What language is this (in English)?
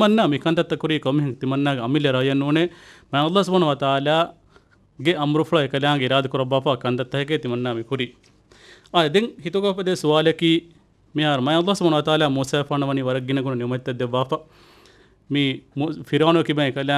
Divehi